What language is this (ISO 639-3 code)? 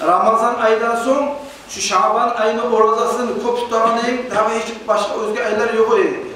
kum